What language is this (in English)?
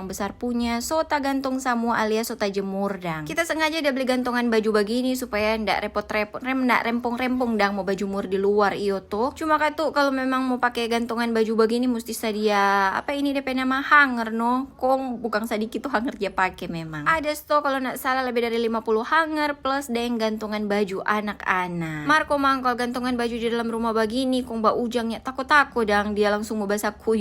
Manado Malay